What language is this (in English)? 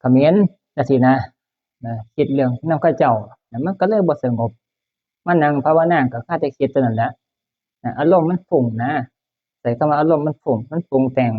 Northeastern Thai